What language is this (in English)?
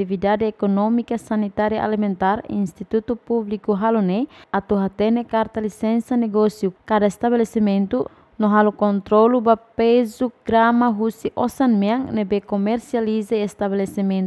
Tetum